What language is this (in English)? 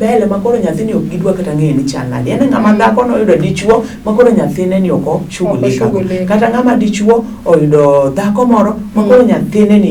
Luo (Kenya and Tanzania)